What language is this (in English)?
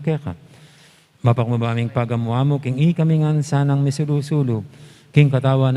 Pampanga